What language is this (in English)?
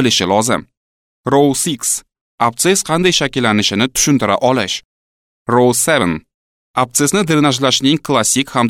Uzbek